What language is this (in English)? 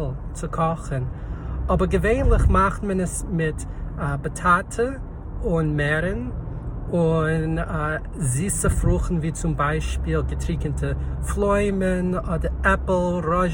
Yiddish